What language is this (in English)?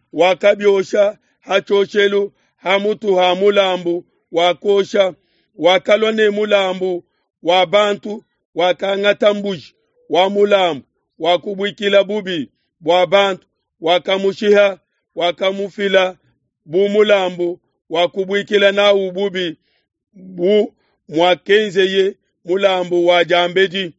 Luba-Lulua